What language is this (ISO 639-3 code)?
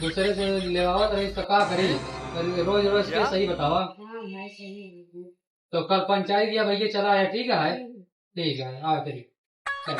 awa